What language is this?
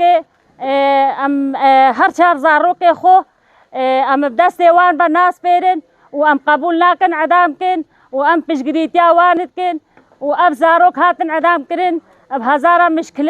Kurdish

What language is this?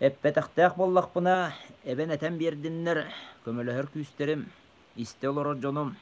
Yakut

